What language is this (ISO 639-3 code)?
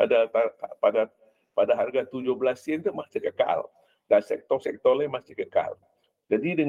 msa